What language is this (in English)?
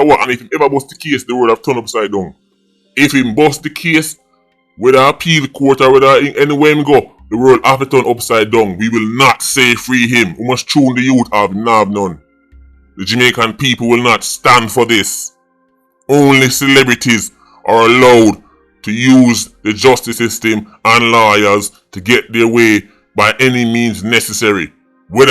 Jamaican Creole English